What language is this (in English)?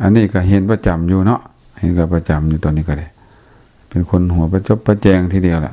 Lao